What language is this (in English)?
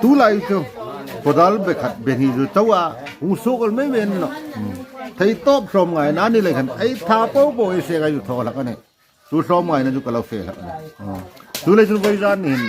Hmar